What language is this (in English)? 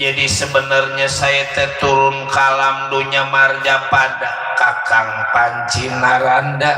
Betawi